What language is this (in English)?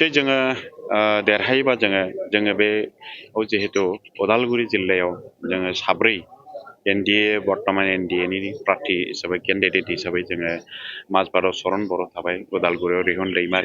Bodo